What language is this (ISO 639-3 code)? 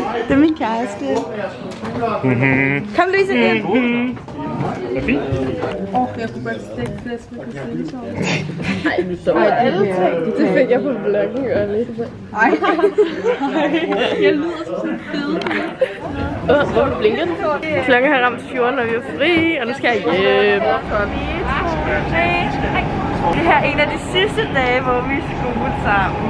dan